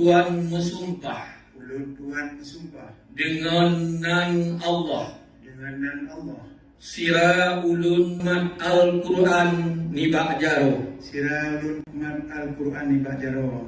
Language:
Achinese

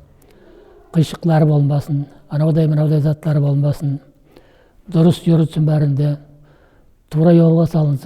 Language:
Nogai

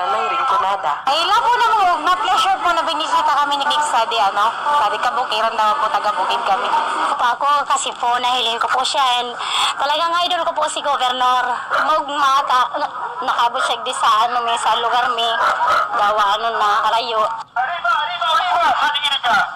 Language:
Bikol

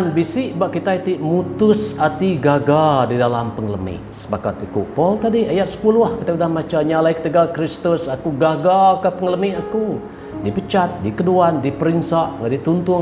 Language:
Iban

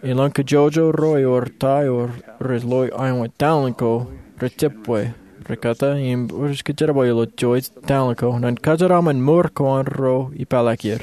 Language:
Marshallese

